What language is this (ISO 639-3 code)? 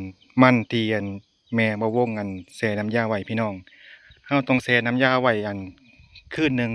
lao